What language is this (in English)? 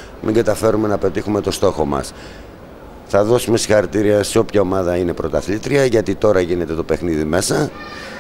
Greek